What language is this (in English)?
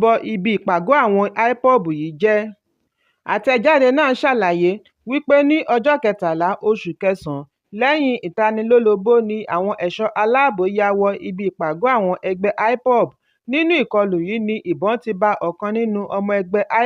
Yoruba